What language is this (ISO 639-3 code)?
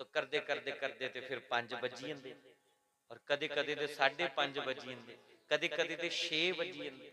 doi